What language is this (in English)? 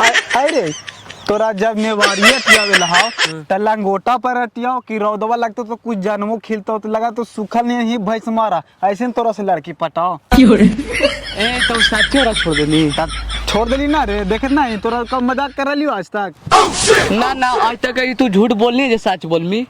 Magahi